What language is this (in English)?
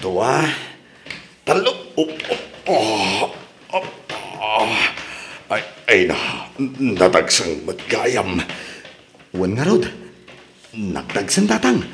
Iloko